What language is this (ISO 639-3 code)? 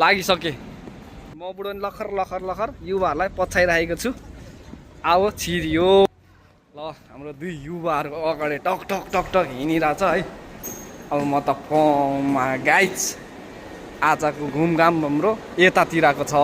nep